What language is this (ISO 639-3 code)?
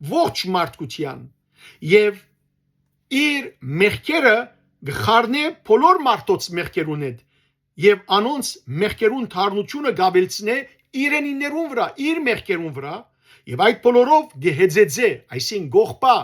hyw